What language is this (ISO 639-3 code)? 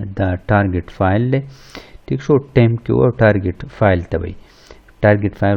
pus